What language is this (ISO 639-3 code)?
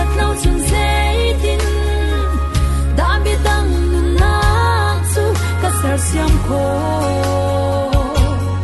cfm